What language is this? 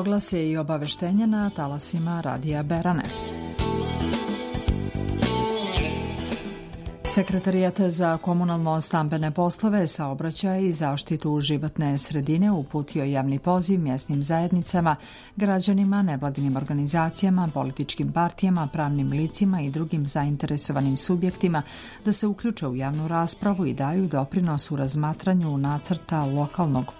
Serbian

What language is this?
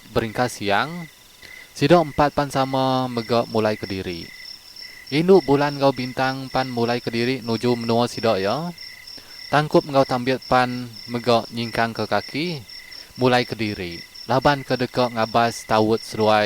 Iban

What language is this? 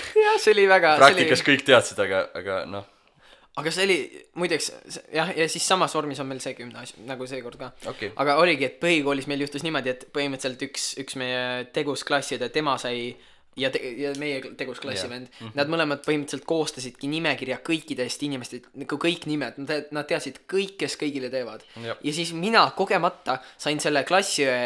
Estonian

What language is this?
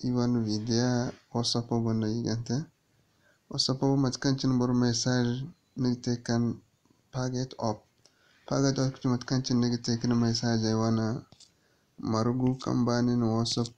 Zarma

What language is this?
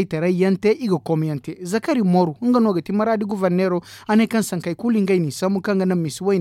Zarma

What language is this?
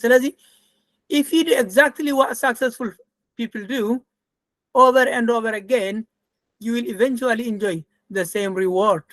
Tigrinya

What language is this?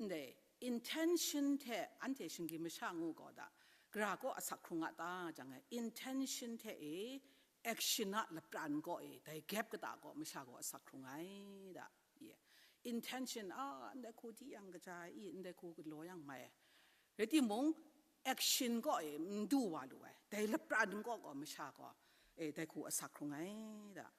Kachin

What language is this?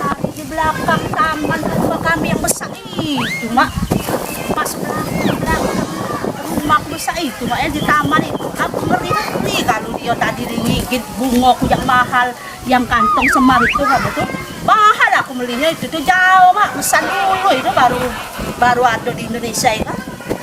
Musi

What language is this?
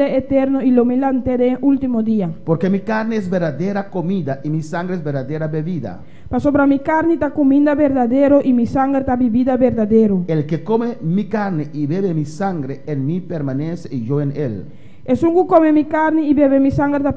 Papiamento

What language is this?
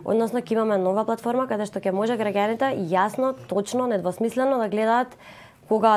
Macedonian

